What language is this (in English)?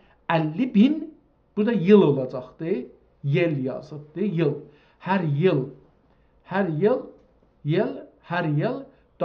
South Azerbaijani